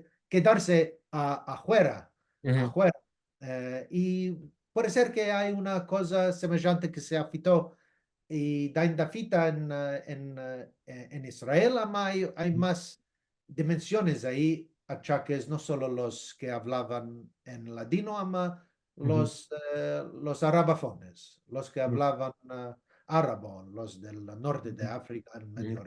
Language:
Ladino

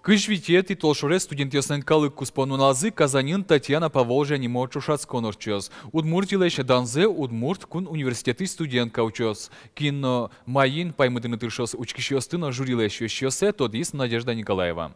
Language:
Udmurt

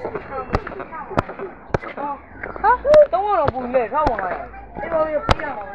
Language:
Burmese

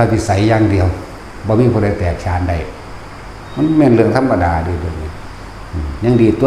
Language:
Northeastern Thai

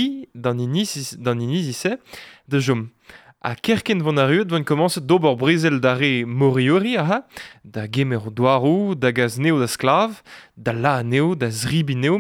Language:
Breton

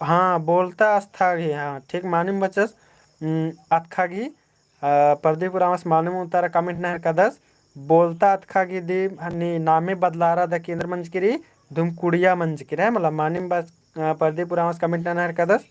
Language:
Kurukh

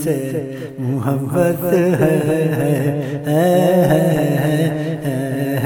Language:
Urdu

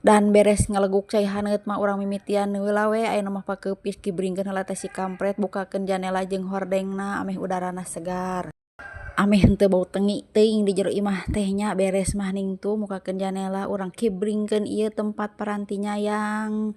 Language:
Sundanese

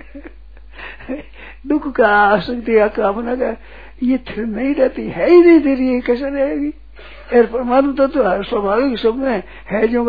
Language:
Hindi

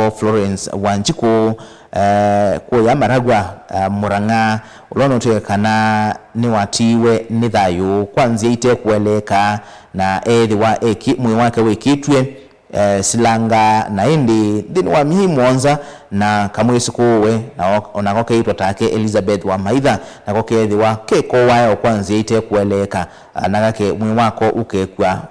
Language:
Kamba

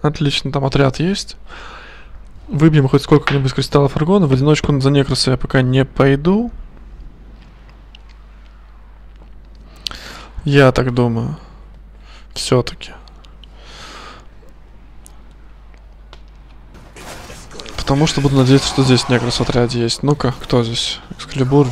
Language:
Russian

